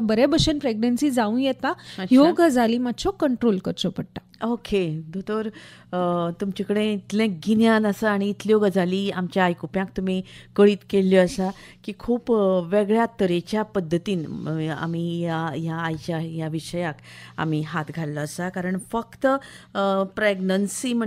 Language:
Konkani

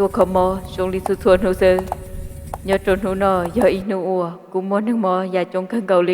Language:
Hmong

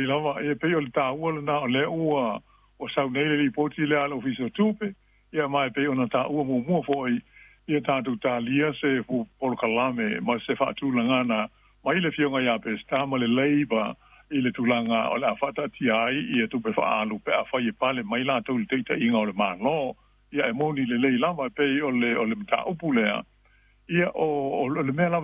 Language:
Samoan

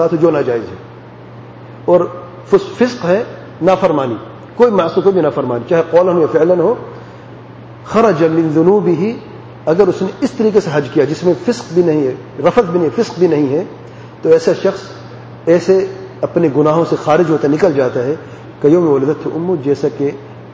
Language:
Urdu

